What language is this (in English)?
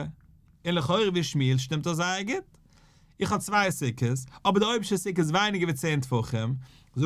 Yiddish